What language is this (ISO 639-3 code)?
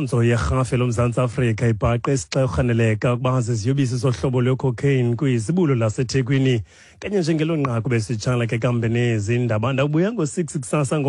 xho